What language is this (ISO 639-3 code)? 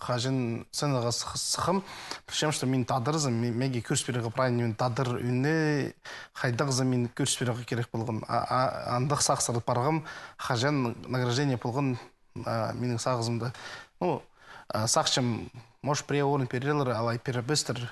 kjh